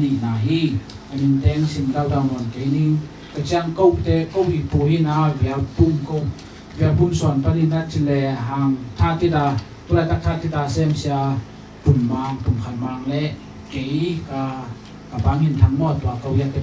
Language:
Tedim Chin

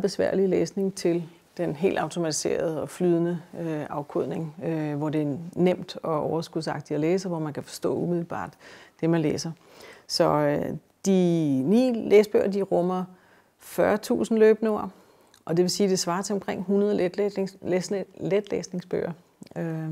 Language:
Danish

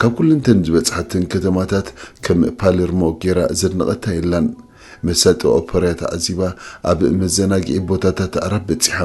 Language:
Tigrinya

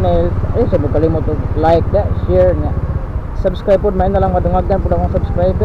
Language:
Cebuano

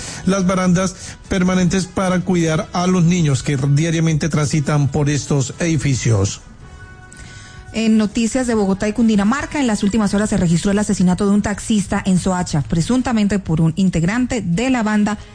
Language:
Spanish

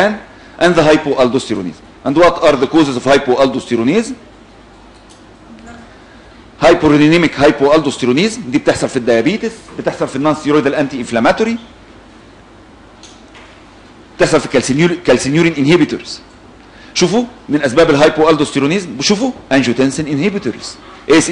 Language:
Egyptian Arabic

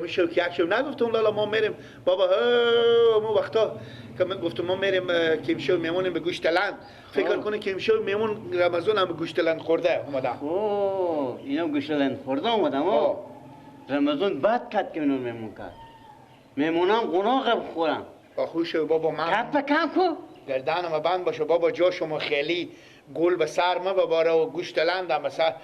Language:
Persian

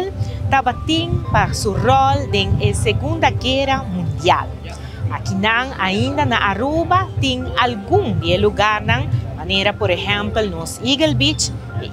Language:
Papiamento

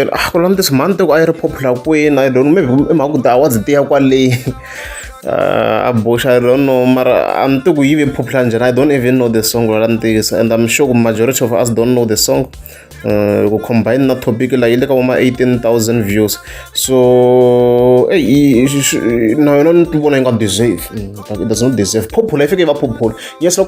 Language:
Tsonga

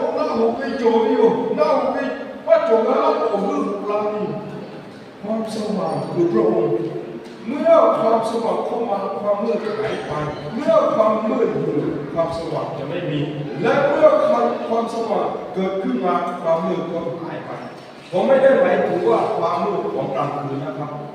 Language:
Lahu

